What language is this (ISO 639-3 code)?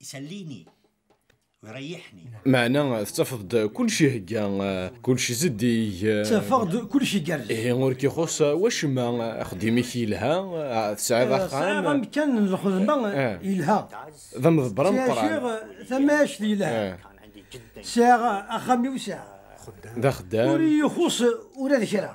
kab